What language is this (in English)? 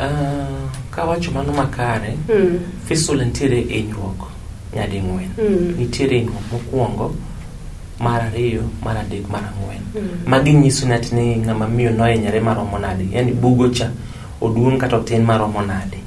Luo (Kenya and Tanzania)